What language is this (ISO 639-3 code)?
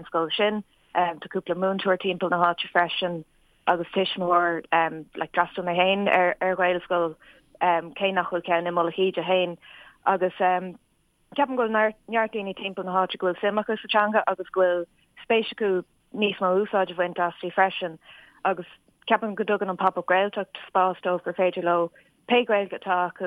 gle